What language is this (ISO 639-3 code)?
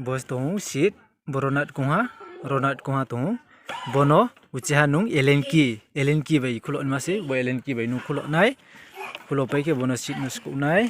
ria